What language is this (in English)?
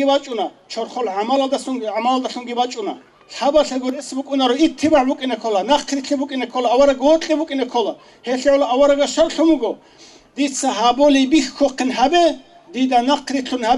Avaric